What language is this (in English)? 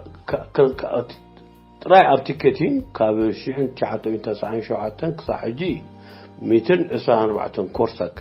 Tigrinya